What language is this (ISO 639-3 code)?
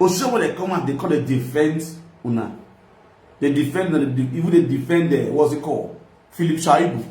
pcm